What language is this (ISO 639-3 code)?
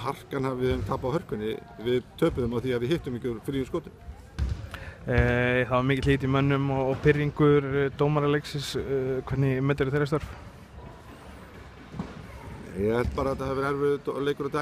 isl